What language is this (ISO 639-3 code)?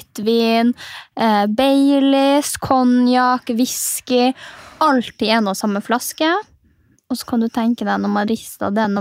nor